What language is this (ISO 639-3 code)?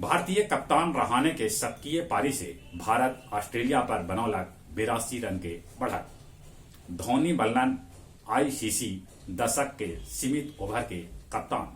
mag